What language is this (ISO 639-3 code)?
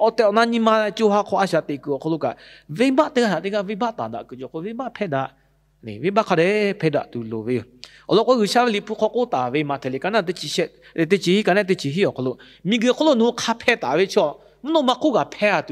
lhu